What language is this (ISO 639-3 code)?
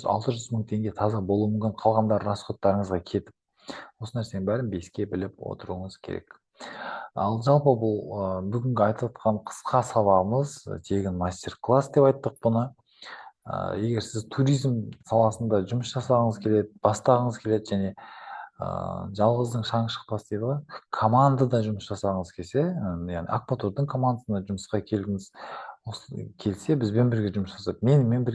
kaz